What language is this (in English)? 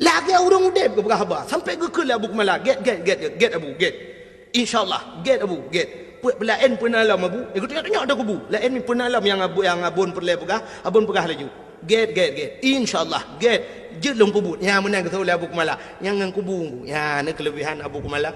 Achinese